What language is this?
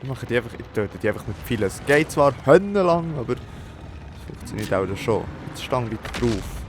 Swiss German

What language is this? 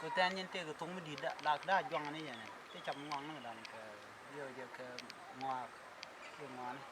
Nuer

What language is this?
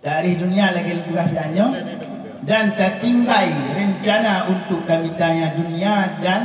Achinese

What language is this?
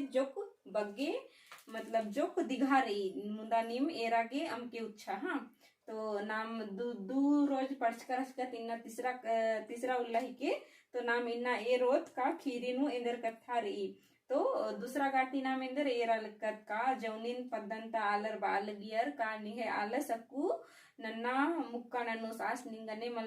Kurukh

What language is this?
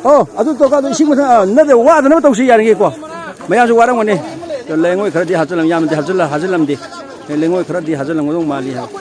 Manipuri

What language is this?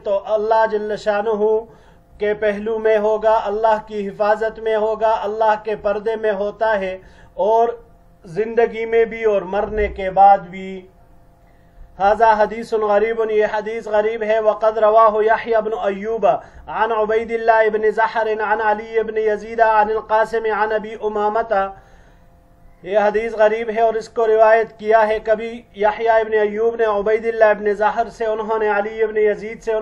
Urdu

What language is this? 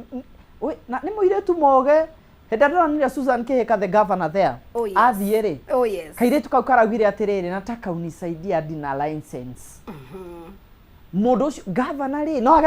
Kikuyu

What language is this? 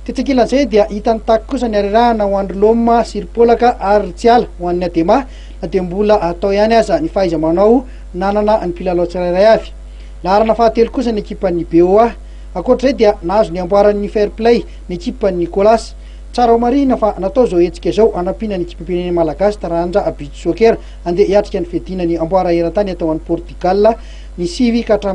Malagasy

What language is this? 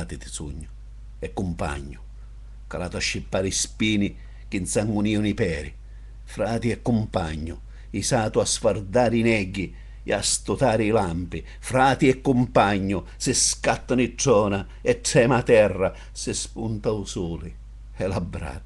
Sicilian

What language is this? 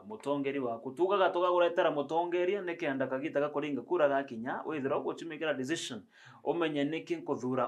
Meru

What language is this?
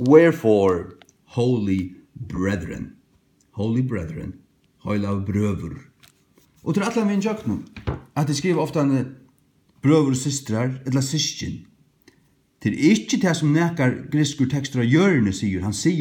Faroese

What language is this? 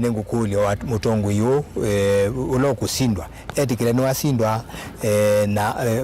Kamba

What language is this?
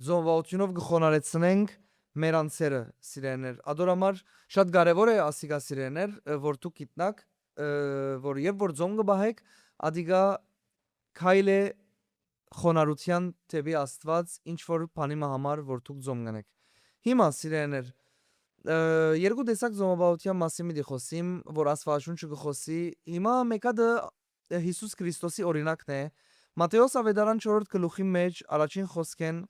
Western Armenian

